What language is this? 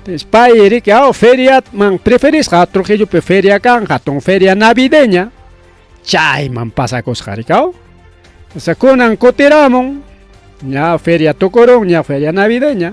Ayacucho Quechua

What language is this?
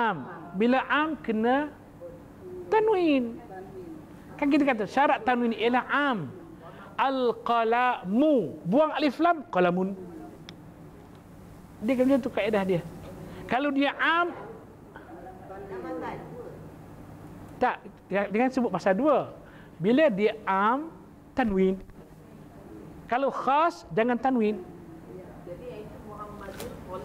Malay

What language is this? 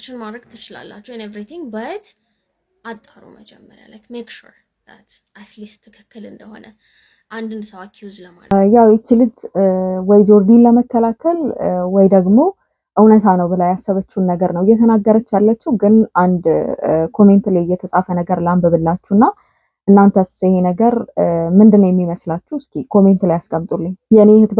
Amharic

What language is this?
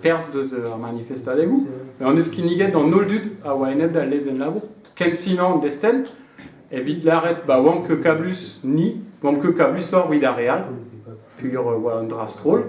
Breton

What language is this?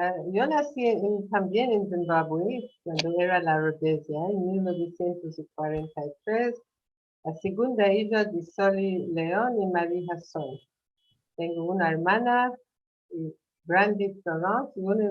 Ladino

